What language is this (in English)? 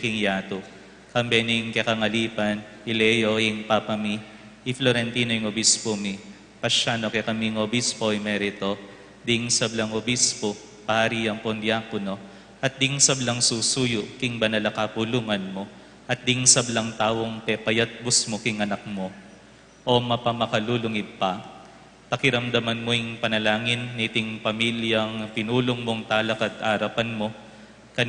Pampanga